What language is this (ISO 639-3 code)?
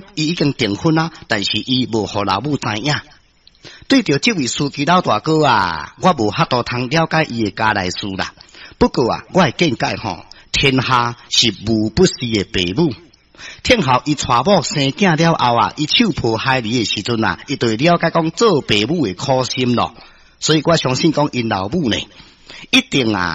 nan